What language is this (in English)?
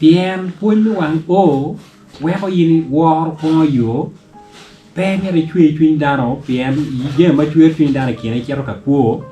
Acoli